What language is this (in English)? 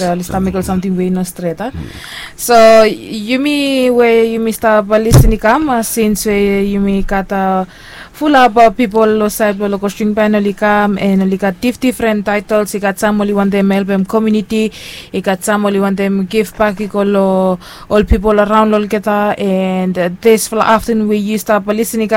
Bislama